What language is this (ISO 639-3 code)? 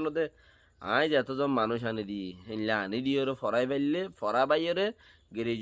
rhg